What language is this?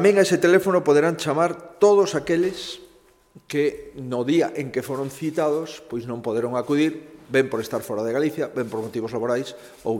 Galician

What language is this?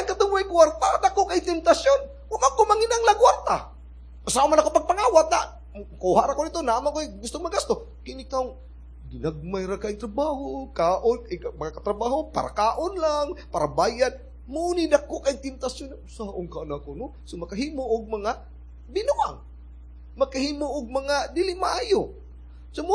Cebuano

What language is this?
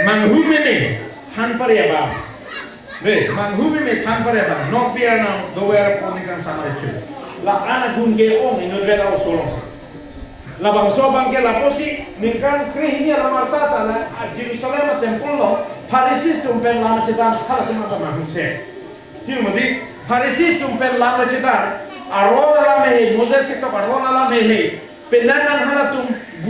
Karbi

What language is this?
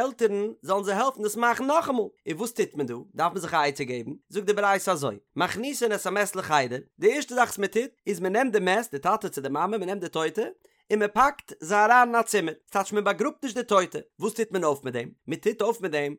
Yiddish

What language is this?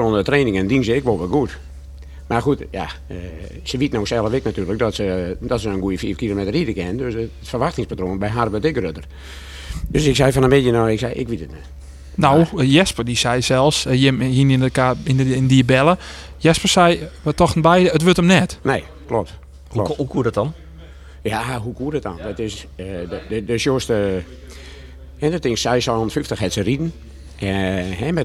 Western Frisian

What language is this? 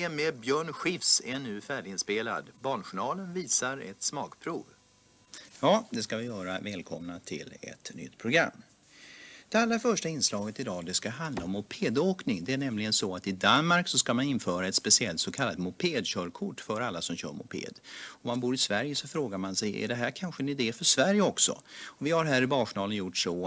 Swedish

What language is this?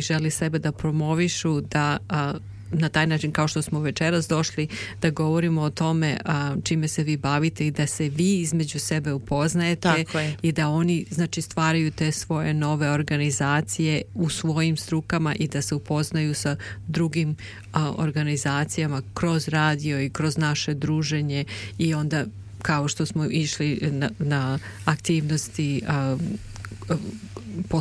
Serbian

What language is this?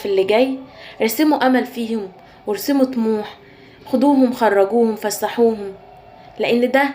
Egyptian Arabic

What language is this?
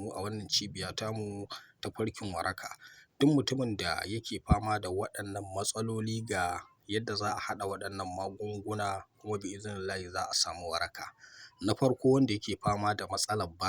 Hausa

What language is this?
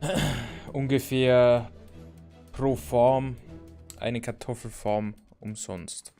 Bavarian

